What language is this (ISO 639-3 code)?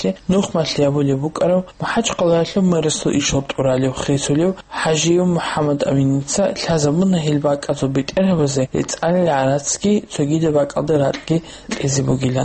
ava